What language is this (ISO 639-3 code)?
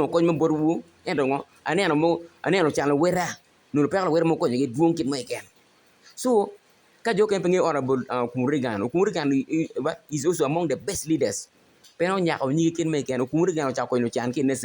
ach